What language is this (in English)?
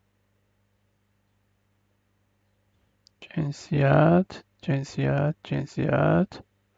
Persian